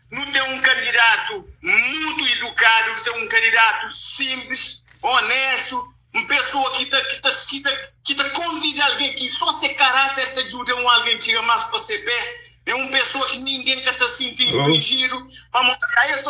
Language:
Kabuverdianu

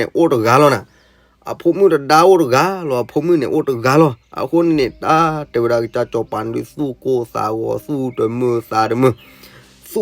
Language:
S'gaw Karen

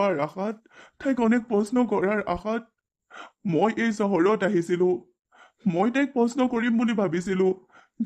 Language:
Assamese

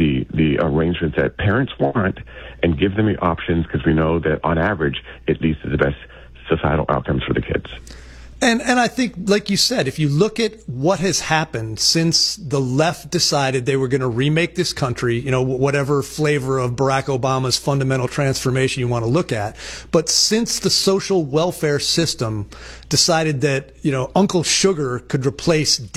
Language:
English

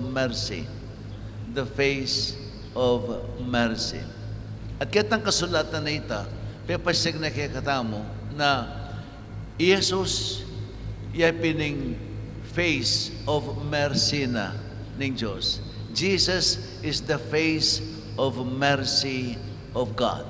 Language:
Pampanga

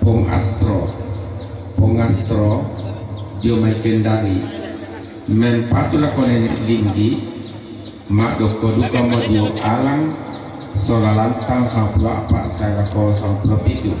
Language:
Toraja-Sa'dan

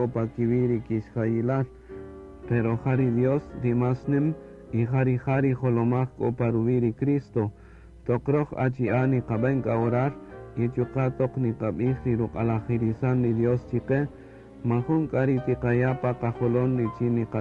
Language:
Kaqchikel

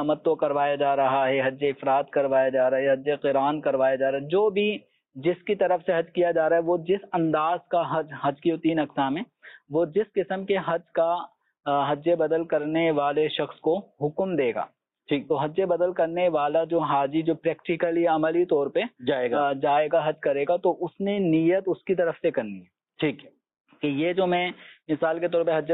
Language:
Urdu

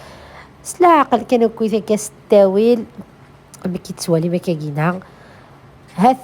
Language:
Kabyle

